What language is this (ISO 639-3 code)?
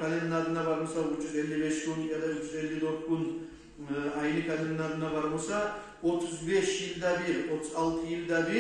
kum